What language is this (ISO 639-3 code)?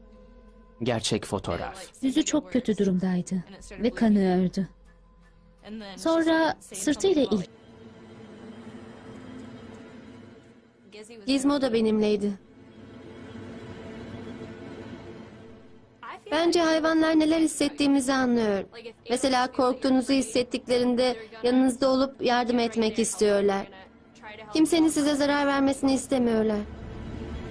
tur